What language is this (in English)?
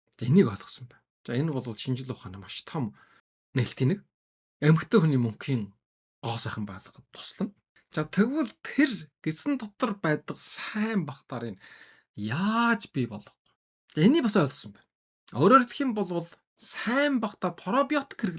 Mongolian